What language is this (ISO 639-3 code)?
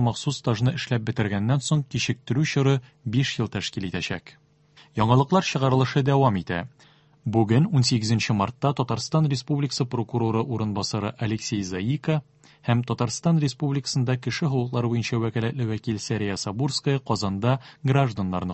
tat